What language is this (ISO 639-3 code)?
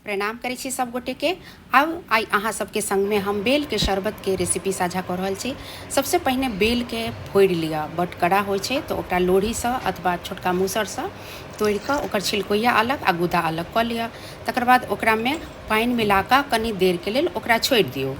mai